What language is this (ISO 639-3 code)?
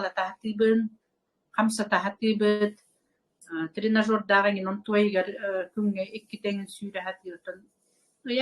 sah